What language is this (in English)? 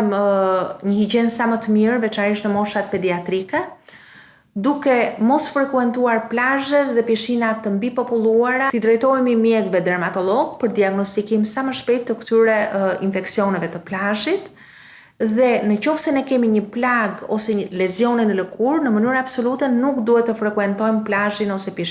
Albanian